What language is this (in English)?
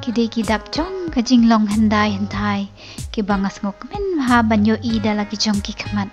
Khasi